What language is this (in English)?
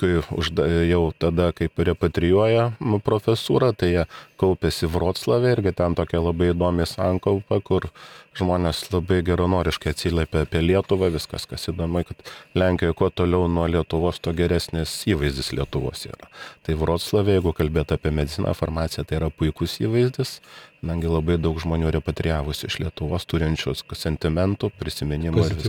Lithuanian